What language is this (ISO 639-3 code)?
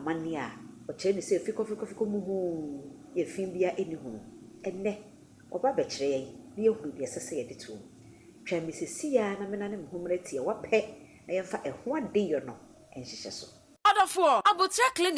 aka